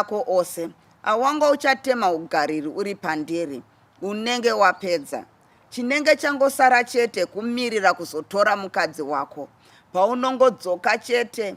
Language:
Shona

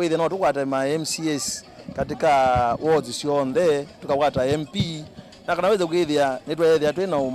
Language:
Kamba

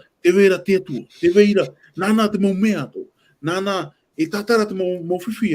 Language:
Tahitian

